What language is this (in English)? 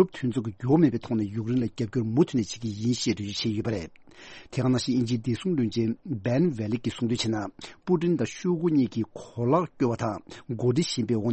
Tibetan